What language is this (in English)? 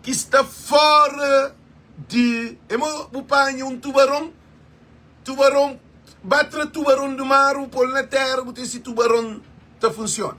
Kabuverdianu